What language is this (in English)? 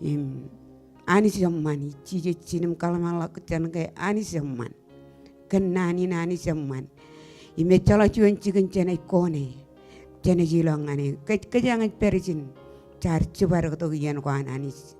Marshallese